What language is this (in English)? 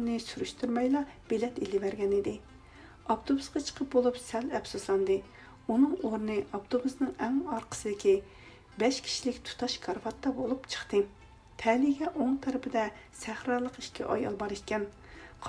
Uyghur